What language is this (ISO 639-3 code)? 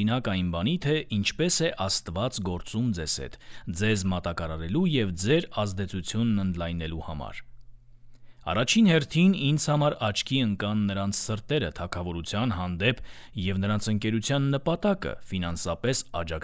hye